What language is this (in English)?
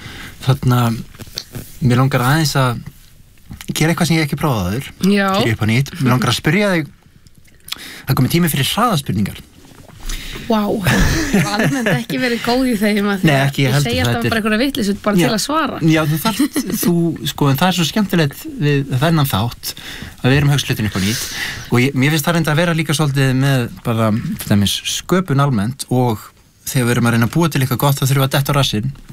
Icelandic